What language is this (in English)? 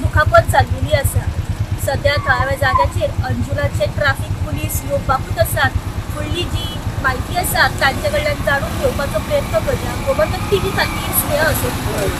Konkani